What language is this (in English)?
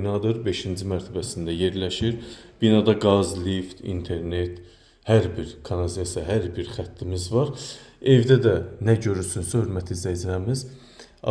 Azerbaijani